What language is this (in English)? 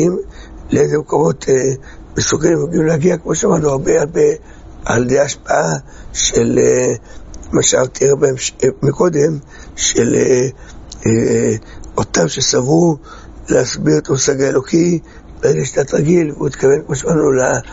Hebrew